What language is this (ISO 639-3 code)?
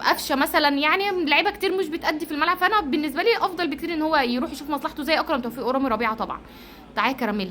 arz